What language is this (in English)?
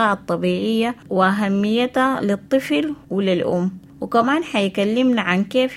Sudanese Arabic